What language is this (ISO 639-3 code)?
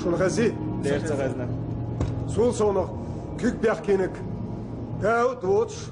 che